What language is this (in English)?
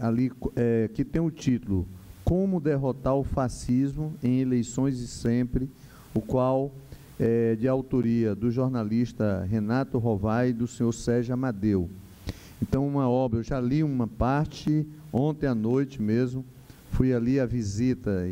Portuguese